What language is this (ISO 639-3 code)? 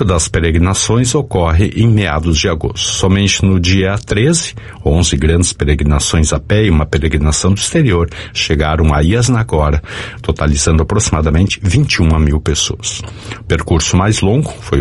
por